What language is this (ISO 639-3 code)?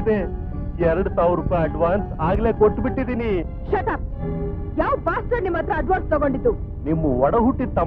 kan